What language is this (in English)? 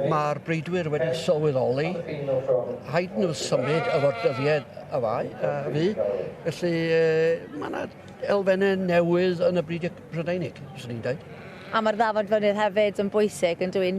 Welsh